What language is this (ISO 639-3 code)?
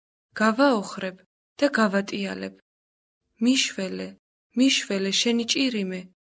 kat